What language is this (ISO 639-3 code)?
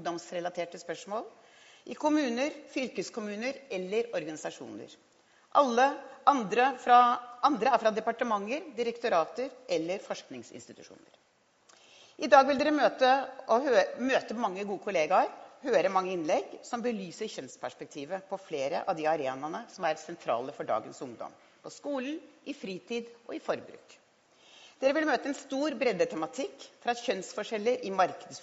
nor